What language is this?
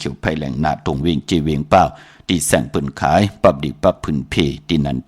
Shan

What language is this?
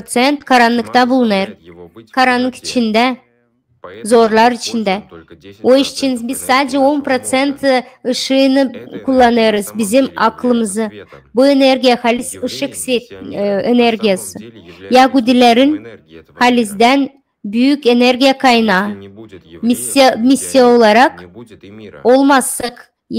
Gagauz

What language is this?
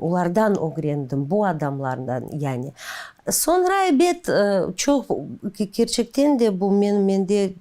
Crimean Tatar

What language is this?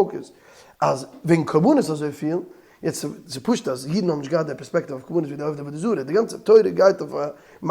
Yiddish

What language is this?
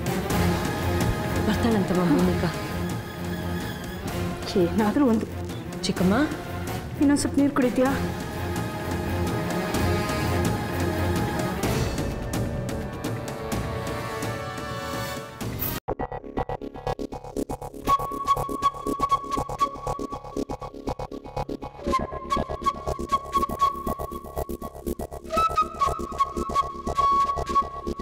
Kannada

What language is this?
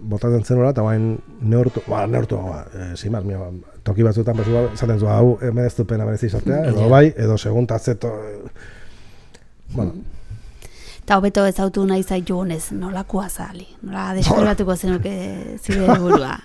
Basque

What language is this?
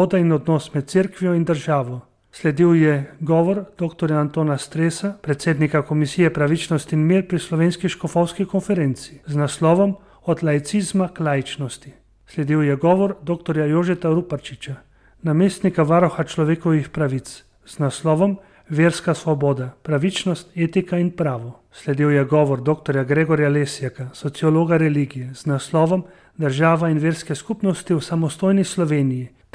Slovenian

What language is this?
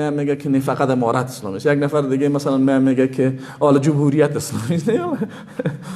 Persian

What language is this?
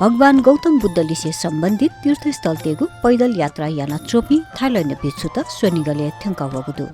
Newari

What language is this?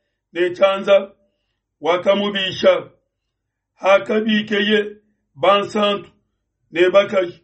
Luba-Lulua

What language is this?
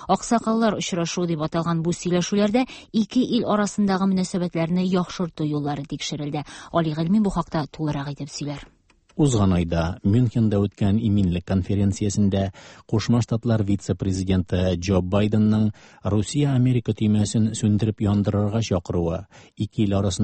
Tatar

